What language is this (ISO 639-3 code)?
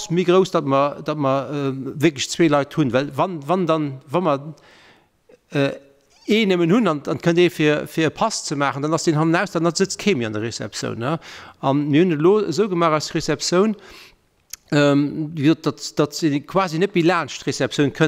ltz